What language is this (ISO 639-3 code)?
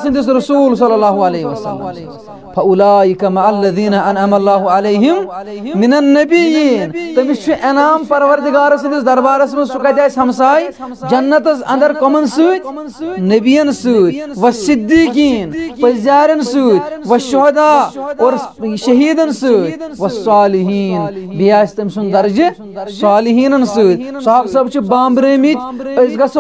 kas